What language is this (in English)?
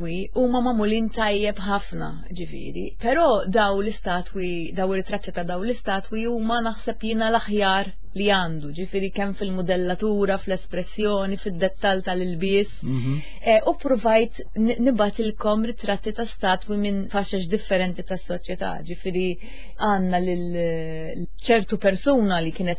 Maltese